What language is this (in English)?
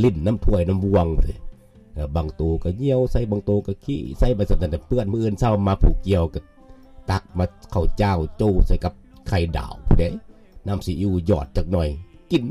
Lao